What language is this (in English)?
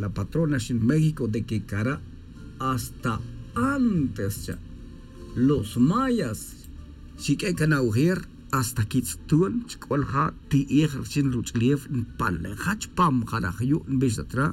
Tz'utujil